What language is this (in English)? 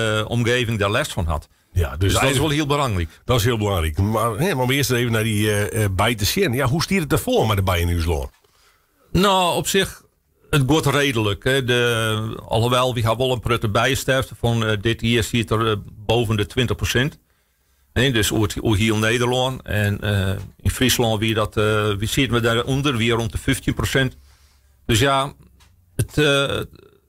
Western Frisian